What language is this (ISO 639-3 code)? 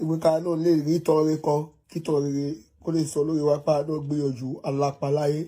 yor